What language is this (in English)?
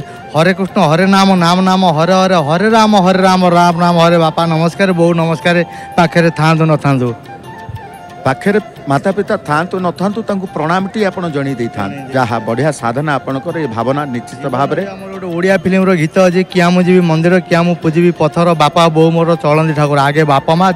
Odia